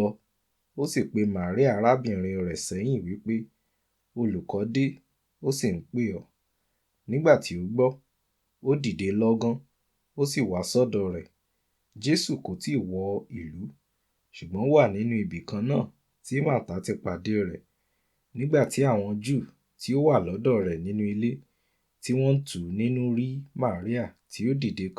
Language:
Yoruba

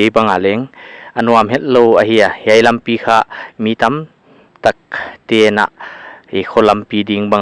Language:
Paite Chin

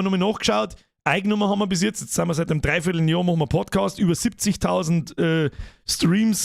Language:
Bavarian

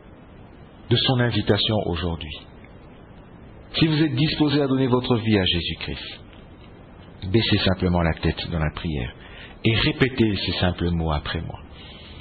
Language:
French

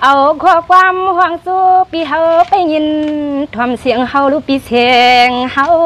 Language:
Shan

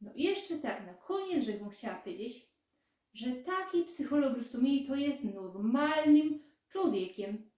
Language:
Silesian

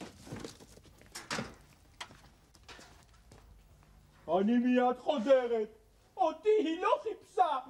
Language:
Hebrew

